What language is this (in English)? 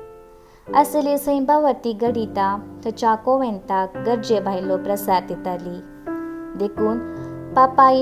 Konkani